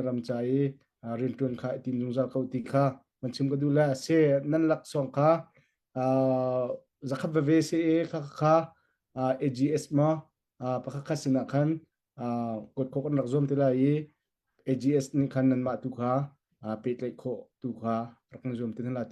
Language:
Hakha Chin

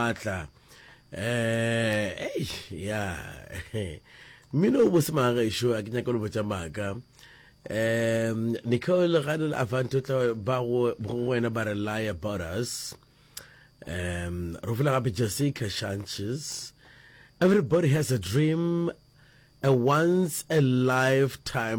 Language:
Northern Sotho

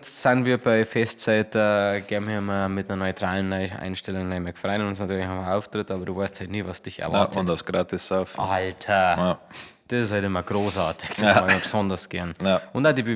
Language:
Bavarian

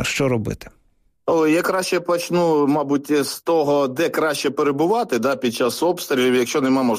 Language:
Ukrainian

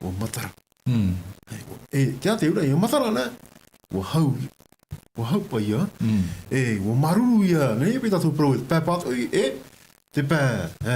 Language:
Tahitian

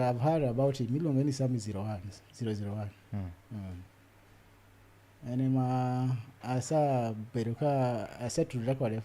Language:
Luo (Kenya and Tanzania)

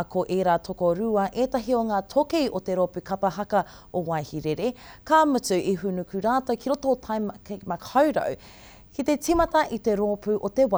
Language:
Māori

